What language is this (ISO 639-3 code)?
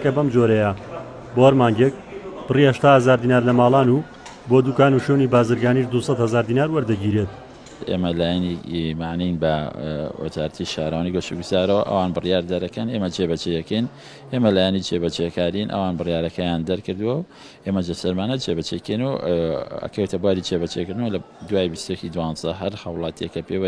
ckb